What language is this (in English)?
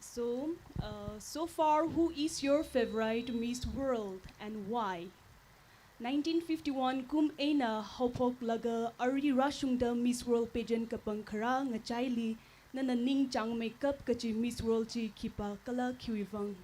Tangkhul Naga (India)